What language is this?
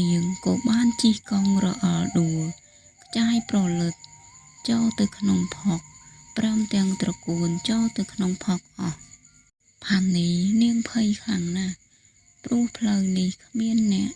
Khmer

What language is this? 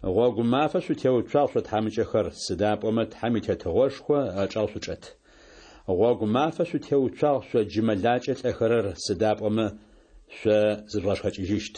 Adyghe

